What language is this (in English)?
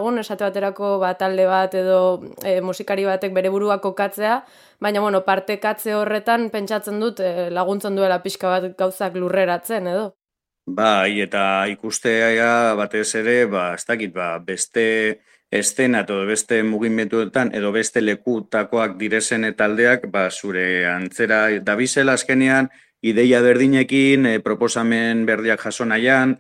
Basque